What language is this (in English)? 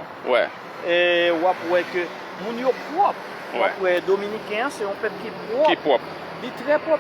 Haitian Creole